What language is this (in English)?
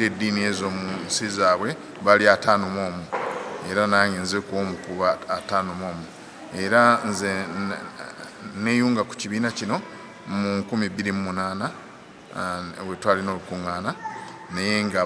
Soga